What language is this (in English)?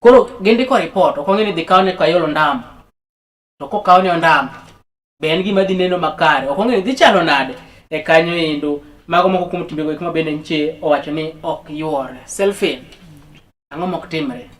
Luo (Kenya and Tanzania)